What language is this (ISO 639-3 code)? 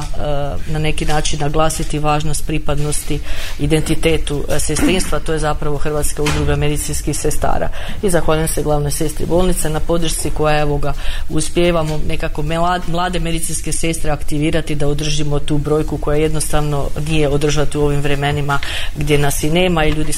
hrv